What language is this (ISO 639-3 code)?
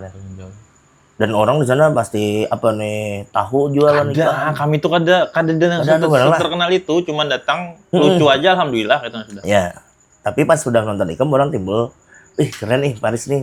bjn